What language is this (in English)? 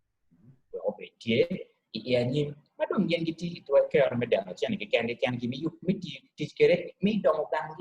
Acoli